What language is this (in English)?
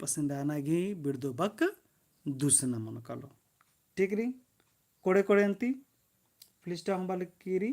Kurukh